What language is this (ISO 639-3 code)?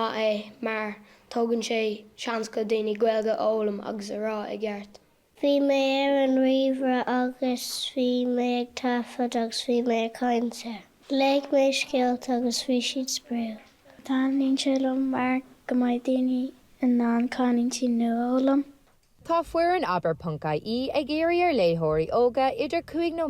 gle